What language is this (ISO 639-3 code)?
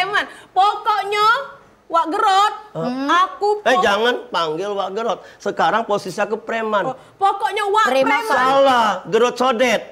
mui